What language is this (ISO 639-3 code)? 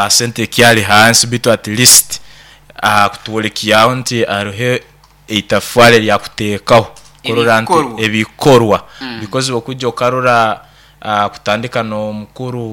nyn